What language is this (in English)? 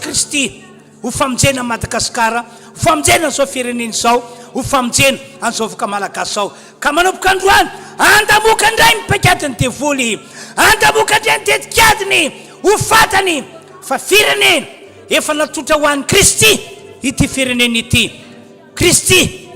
Malagasy